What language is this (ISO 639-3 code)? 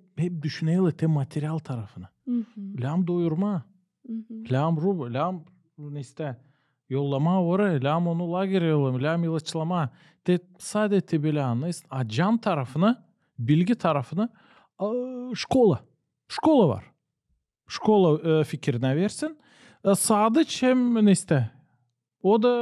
gag